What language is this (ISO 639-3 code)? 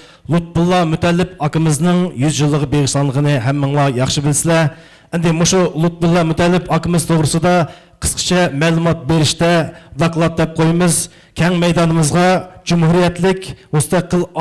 uig